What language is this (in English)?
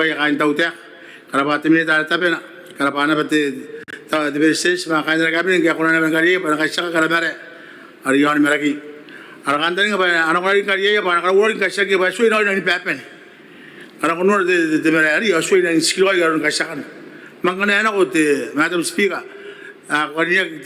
Gilbertese